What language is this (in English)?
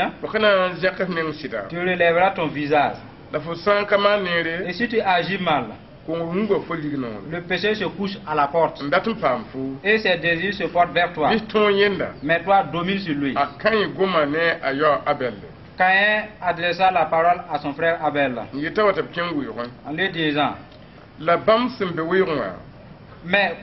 Mossi